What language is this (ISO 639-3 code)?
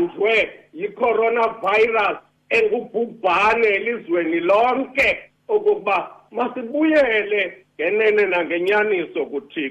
xho